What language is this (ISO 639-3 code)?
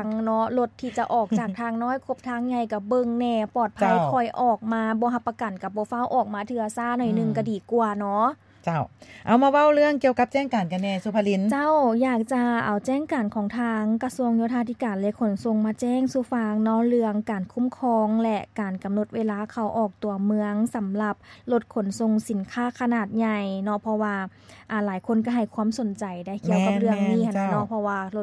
lao